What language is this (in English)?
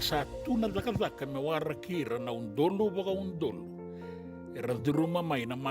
Fijian